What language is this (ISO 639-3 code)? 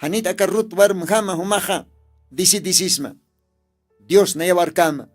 aym